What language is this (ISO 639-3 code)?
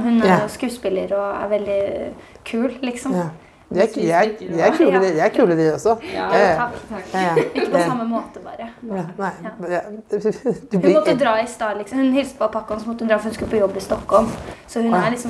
nor